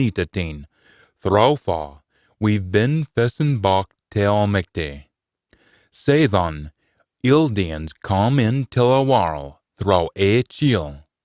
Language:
Scots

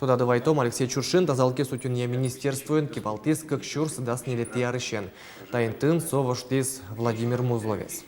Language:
Udmurt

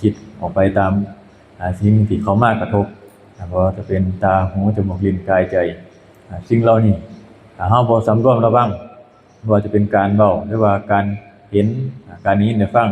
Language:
Lao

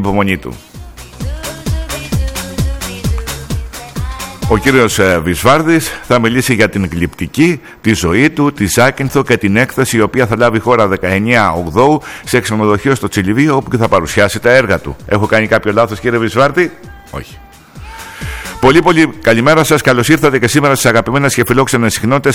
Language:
Greek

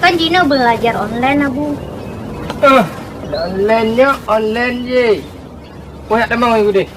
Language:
Achinese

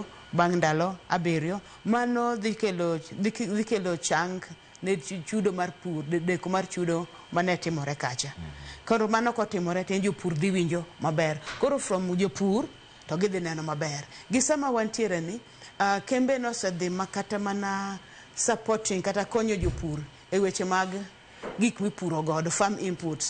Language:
Luo (Kenya and Tanzania)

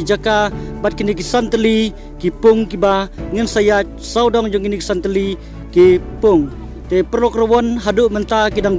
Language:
Khasi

